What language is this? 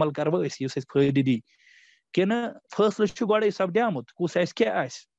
Kashmiri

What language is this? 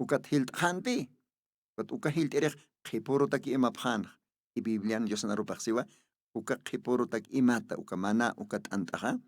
Aymara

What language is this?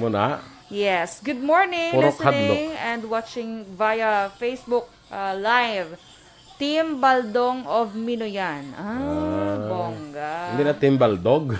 Hiligaynon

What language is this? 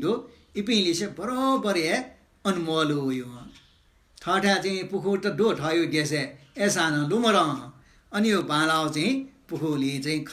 Newari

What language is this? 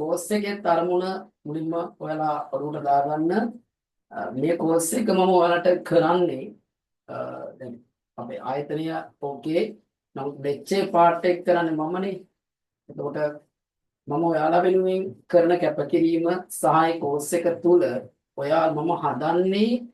Sinhala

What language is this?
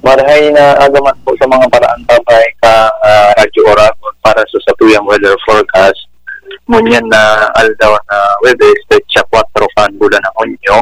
Bikol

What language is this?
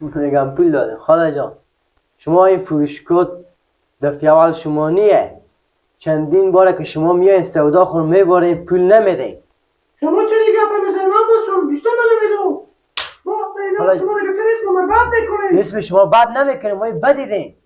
Persian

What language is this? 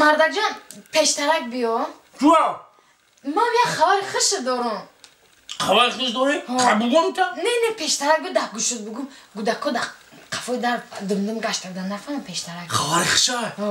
Tajik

